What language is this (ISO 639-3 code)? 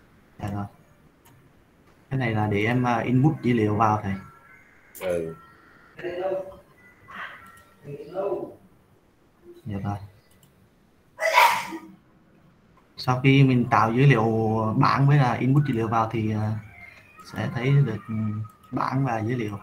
vie